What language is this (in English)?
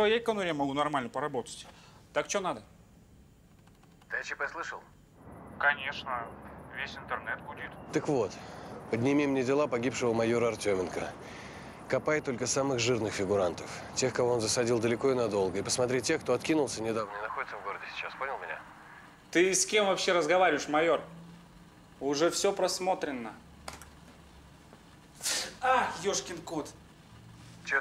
Russian